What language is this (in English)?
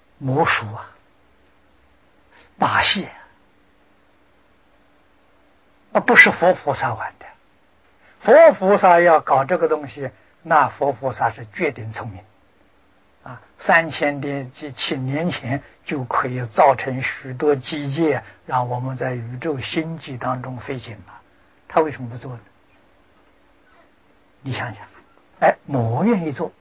Chinese